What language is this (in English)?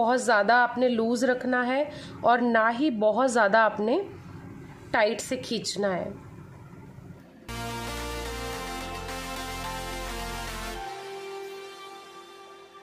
Hindi